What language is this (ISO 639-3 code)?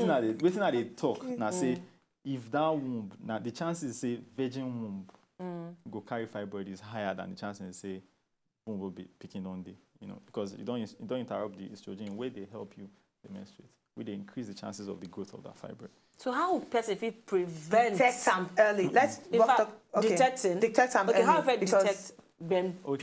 pcm